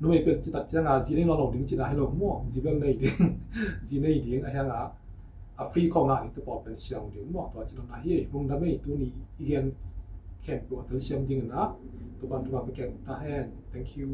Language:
Tedim Chin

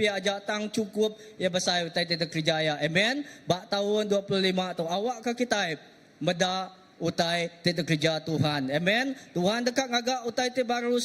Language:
Iban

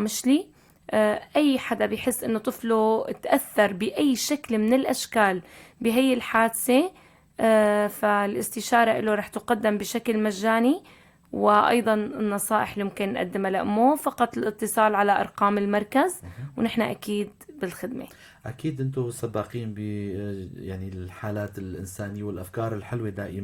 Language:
North Levantine Arabic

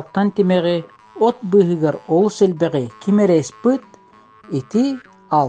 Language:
Yakut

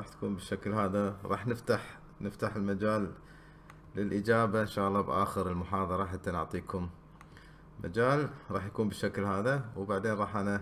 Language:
Gulf Arabic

